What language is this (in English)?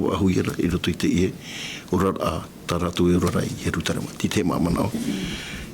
Tahitian